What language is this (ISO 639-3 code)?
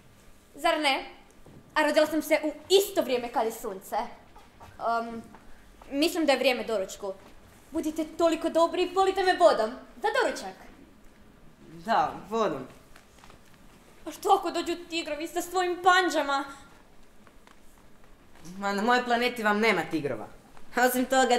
hrv